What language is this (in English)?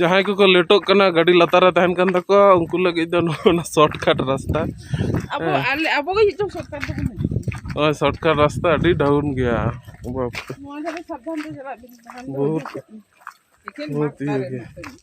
Santali